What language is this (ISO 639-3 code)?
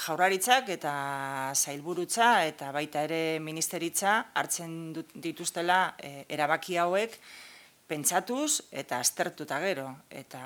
eus